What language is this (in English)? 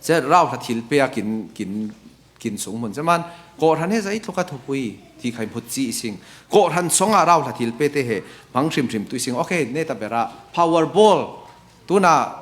Falam Chin